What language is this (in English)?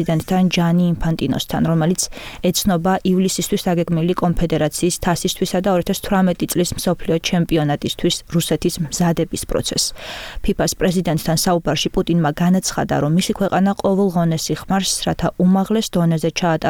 Georgian